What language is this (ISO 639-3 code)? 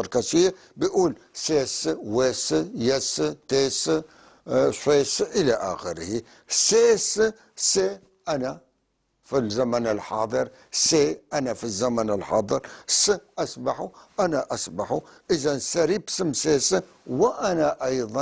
apc